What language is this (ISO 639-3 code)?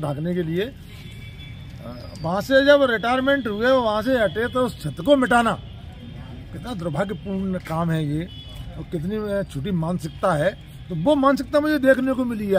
hin